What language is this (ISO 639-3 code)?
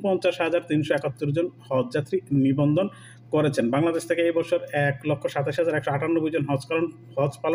ben